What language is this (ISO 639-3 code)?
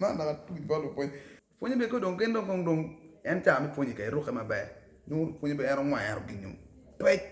ach